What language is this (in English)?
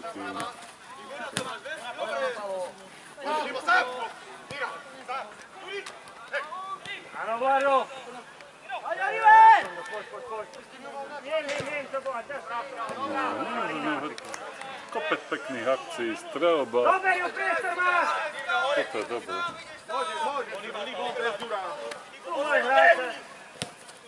Slovak